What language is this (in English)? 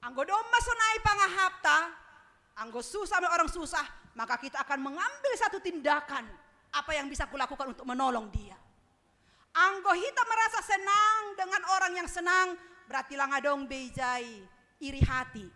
Batak Simalungun